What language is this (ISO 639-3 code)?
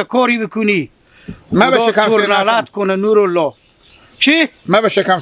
haz